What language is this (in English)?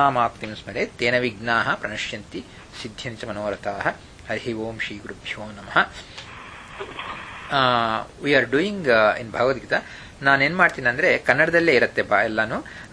Kannada